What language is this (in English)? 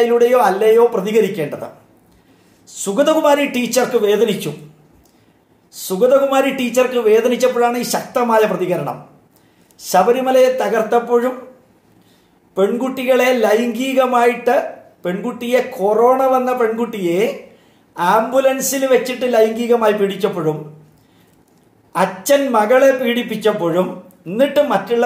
Malayalam